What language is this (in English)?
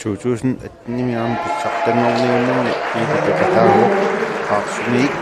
Kalaallisut